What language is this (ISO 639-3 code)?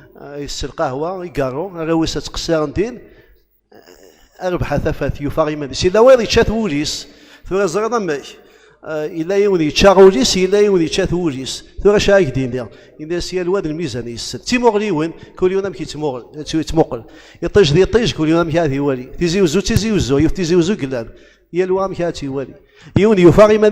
kab